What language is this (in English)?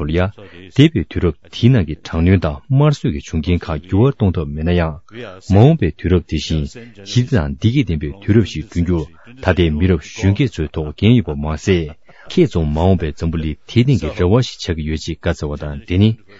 Tibetan